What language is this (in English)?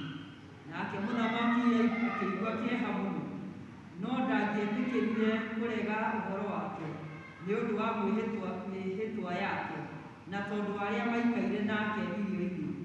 Kikuyu